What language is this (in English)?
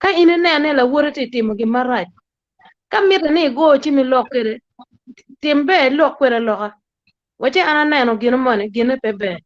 Acoli